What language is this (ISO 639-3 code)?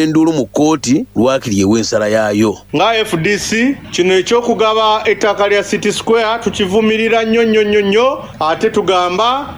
lug